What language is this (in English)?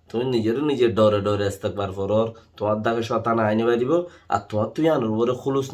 Rohingya